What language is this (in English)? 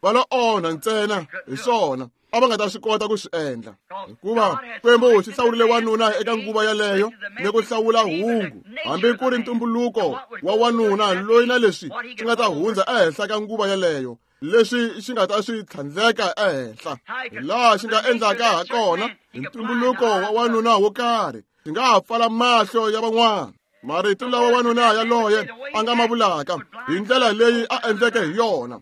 Tsonga